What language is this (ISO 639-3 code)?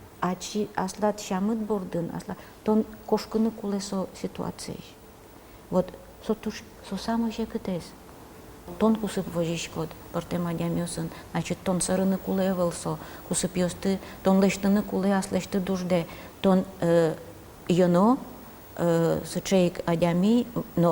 udm